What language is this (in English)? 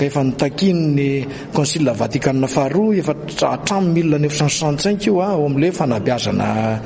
Malagasy